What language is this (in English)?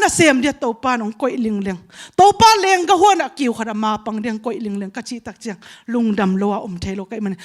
Tedim Chin